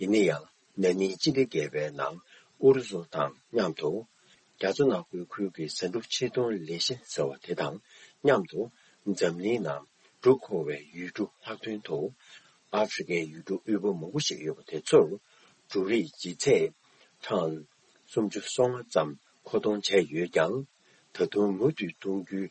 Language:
Tibetan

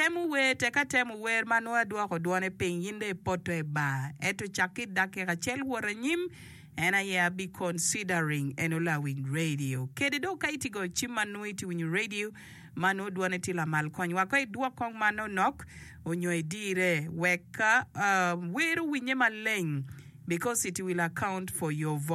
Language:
Acoli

